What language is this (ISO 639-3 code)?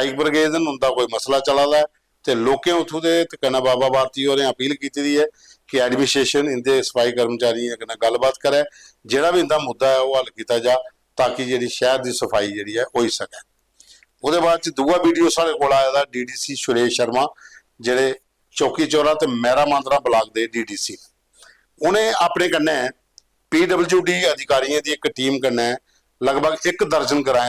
doi